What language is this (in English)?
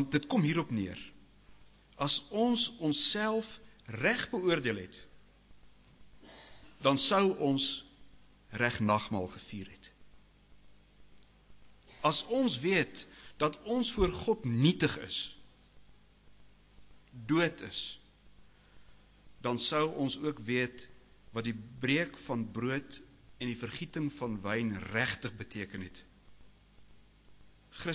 Afrikaans